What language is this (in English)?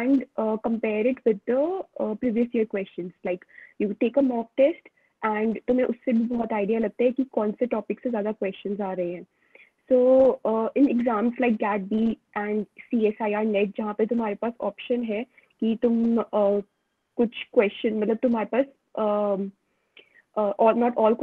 Hindi